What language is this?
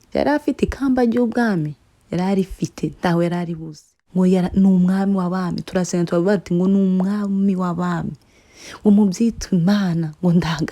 Kinyarwanda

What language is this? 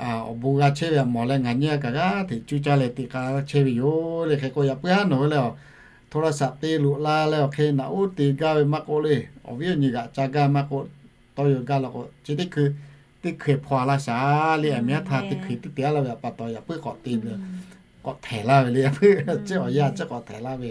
Lahu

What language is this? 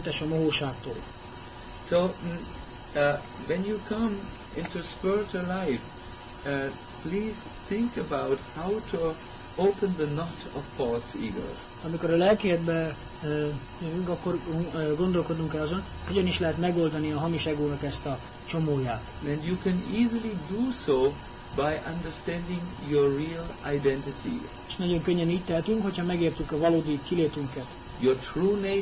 Hungarian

